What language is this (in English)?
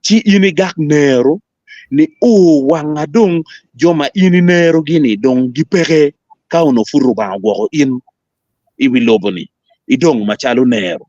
Acoli